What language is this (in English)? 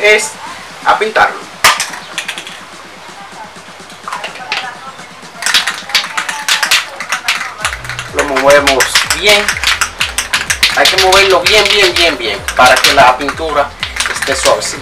Spanish